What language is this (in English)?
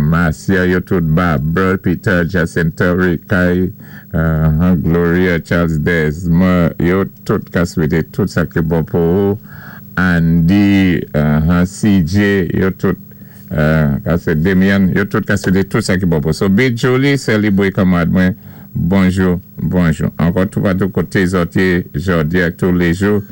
Saint Lucian Creole French